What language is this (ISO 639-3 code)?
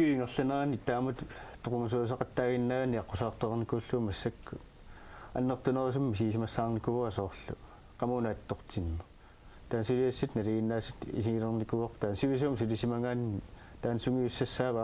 kal